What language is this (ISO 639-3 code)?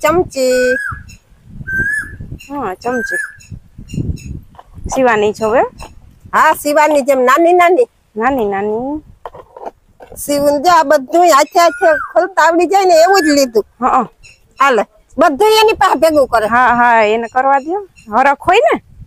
guj